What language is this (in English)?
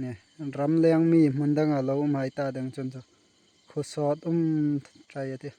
Hmar